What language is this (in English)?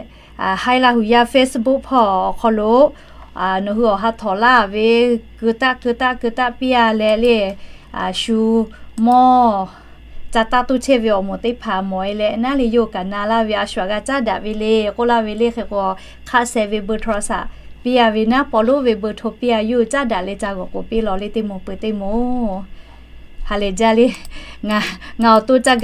Lahu